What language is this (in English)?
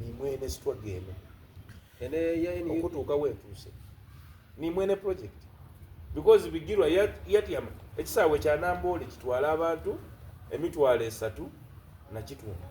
Soga